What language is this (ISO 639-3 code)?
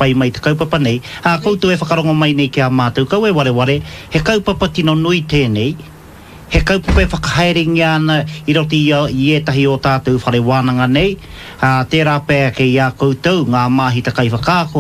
mri